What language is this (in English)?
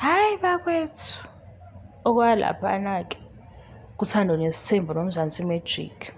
Zulu